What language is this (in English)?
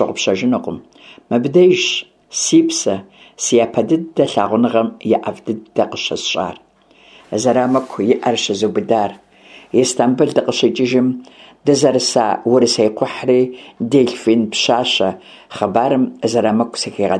Kabardian